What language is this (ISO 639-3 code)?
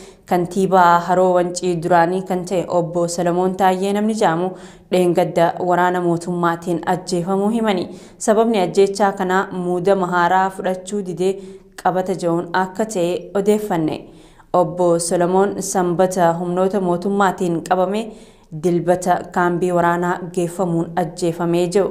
orm